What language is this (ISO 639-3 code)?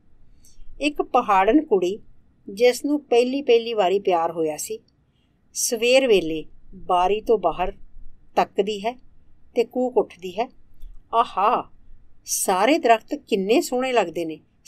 pan